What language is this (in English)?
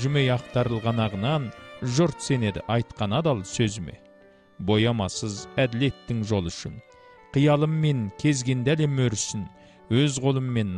Kazakh